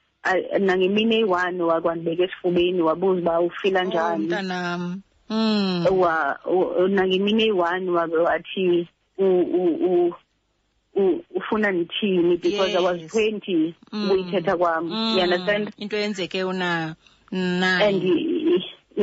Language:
Xhosa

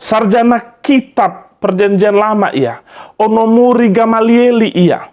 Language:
Nias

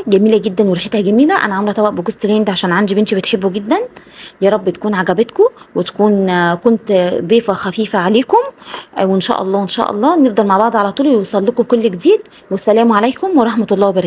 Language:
Egyptian Arabic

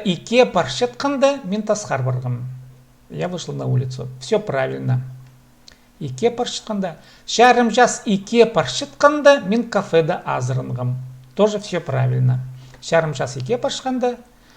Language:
Khakas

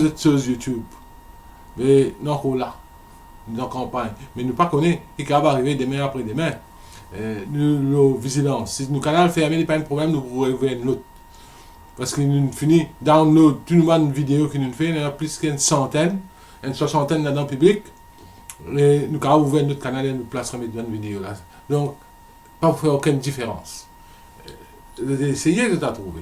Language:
Morisyen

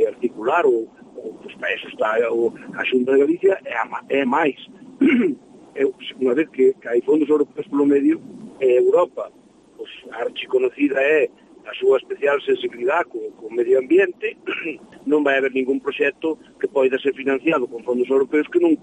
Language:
Galician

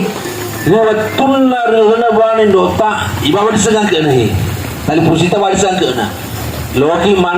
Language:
Buginese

